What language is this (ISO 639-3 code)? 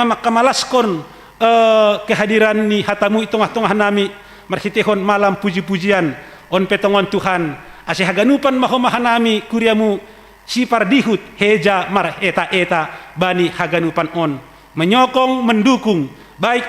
bts